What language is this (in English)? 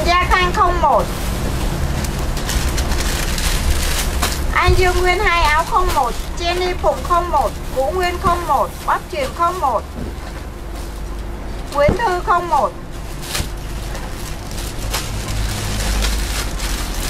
Vietnamese